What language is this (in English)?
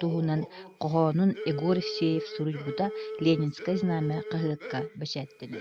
Yakut